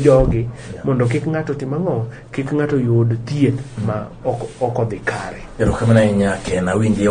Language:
Luo (Kenya and Tanzania)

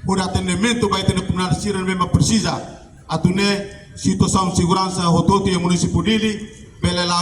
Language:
Tetum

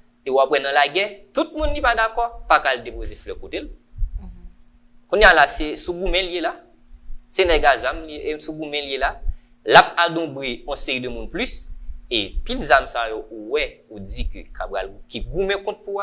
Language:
Haitian Creole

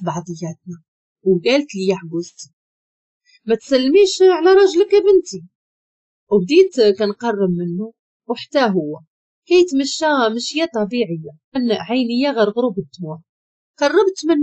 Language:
Moroccan Arabic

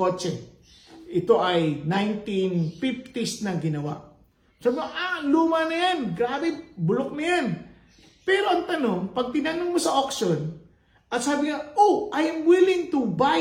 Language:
Filipino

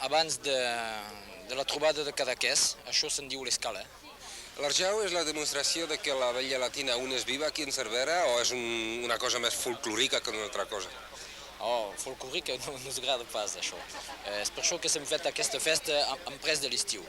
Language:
Occitan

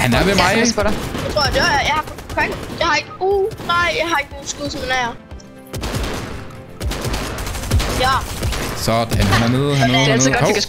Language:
Danish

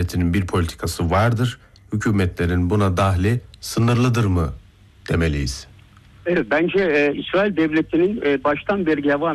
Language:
Turkish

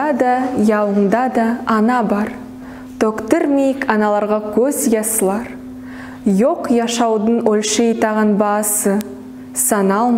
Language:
Nogai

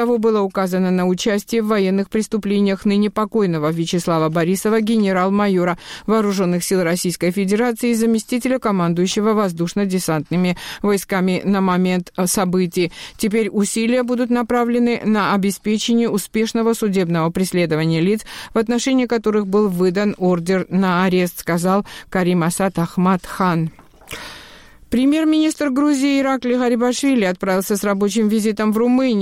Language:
Russian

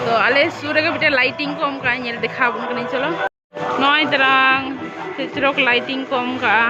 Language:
Santali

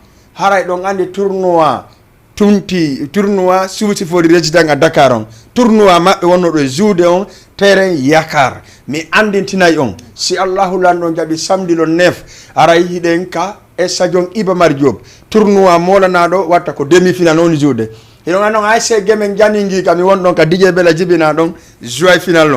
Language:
Fula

